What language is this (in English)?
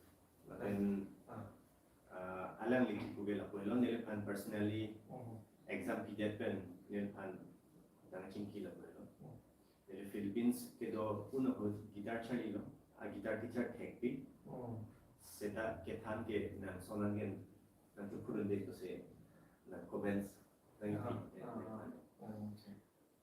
Karbi